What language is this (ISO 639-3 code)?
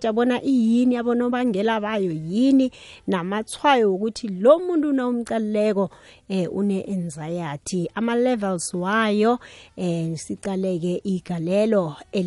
nbl